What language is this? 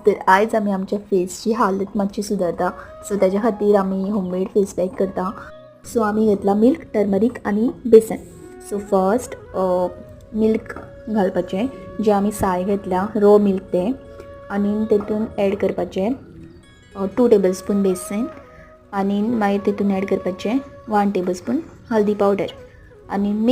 Konkani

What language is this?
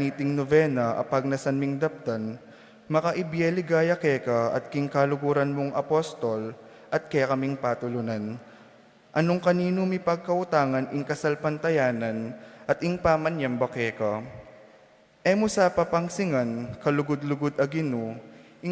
Pampanga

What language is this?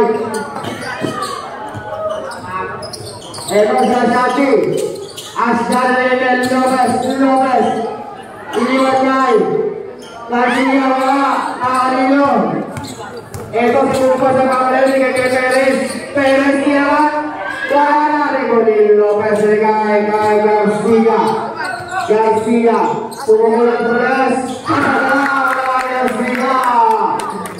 Indonesian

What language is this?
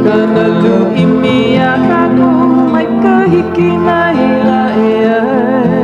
Hawaiian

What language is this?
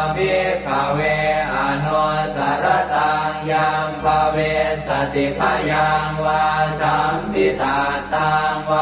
Pali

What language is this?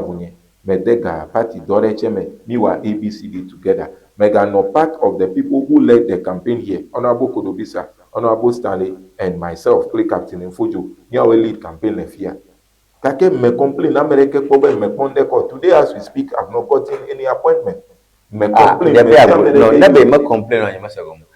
Ewe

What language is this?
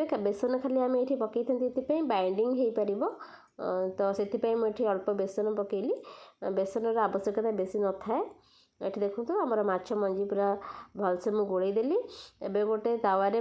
Odia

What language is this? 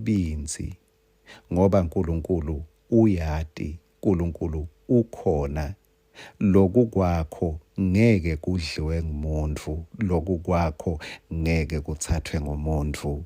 Swati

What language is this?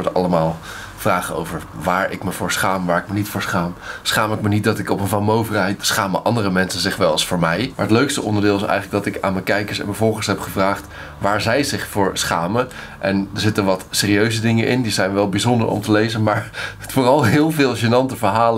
Dutch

